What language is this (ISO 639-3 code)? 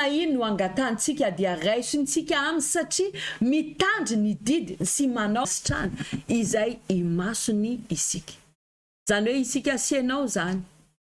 mlg